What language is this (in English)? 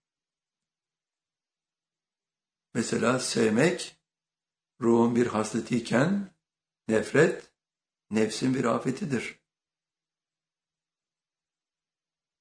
Turkish